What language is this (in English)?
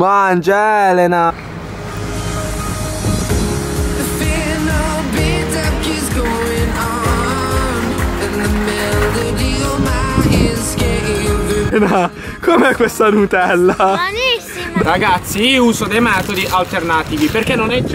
Italian